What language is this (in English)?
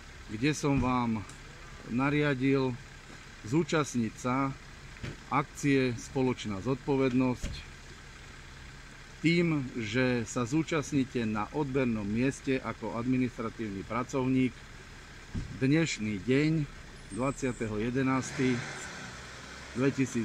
Slovak